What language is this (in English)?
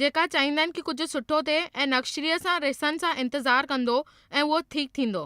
Sindhi